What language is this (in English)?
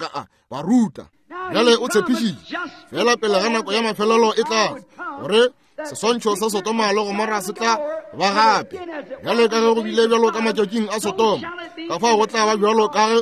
Northern Sotho